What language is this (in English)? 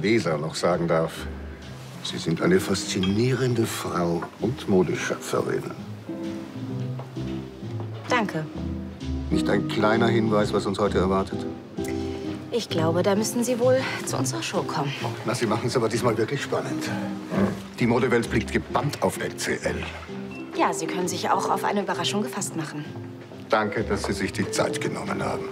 German